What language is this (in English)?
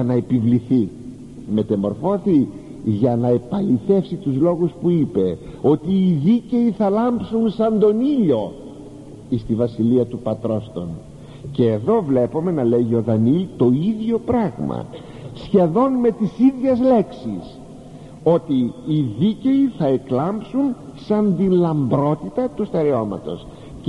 Greek